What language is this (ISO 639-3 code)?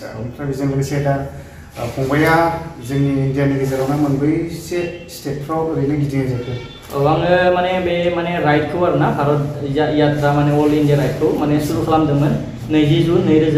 brx